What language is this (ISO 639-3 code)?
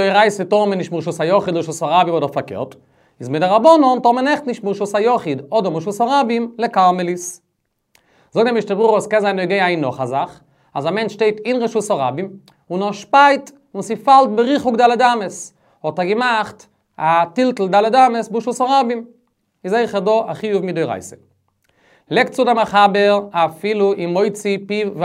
yid